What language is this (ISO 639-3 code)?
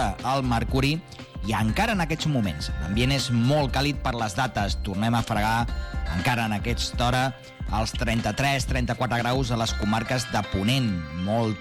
cat